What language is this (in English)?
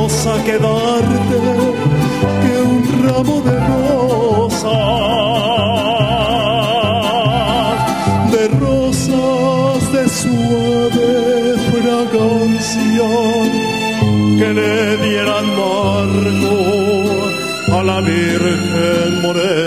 Spanish